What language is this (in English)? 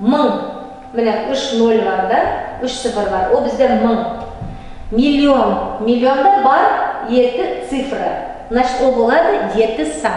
Nogai